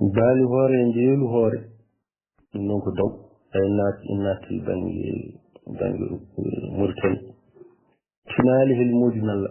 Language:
Fula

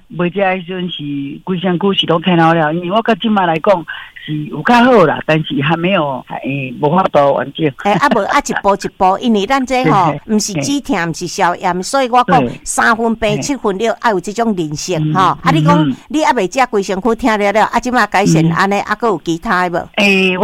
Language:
Min Nan Chinese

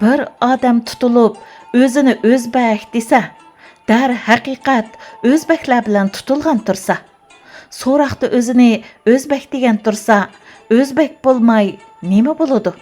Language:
Uyghur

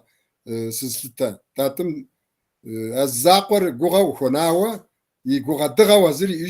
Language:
Kabardian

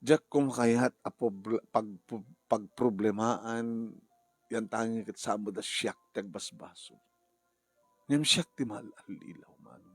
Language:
Iloko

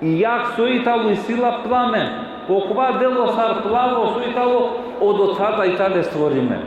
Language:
Balkan Romani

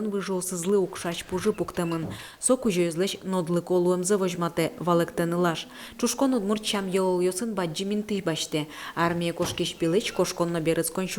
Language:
Udmurt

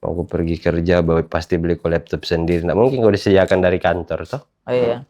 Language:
Makassar Malay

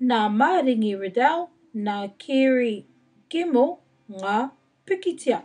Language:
Māori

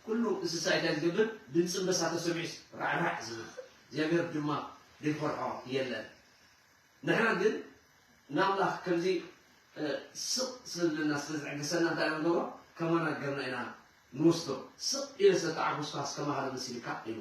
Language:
Tigrinya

